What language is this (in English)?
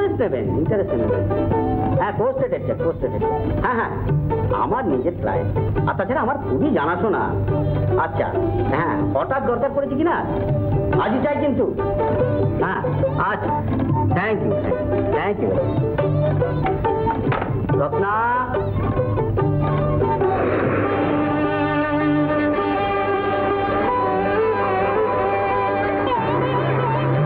Bangla